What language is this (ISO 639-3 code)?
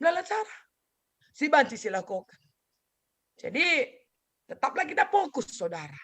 btx